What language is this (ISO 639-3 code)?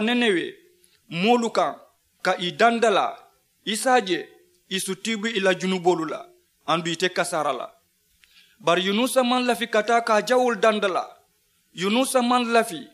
man